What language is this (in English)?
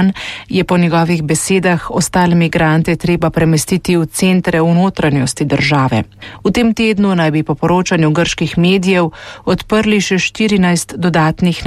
Slovenian